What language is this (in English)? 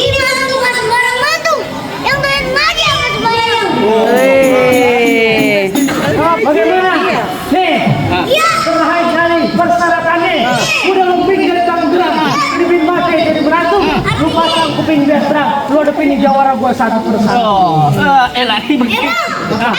Betawi